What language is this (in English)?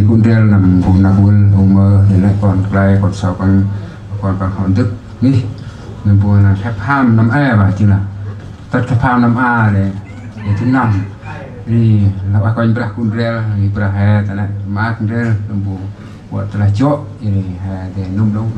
Central Mnong